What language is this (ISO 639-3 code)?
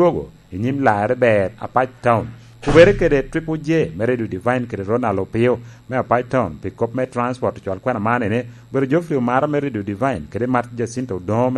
laj